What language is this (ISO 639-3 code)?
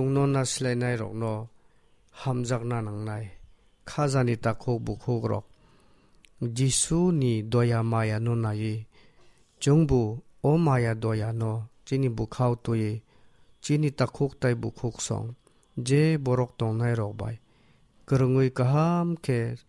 trp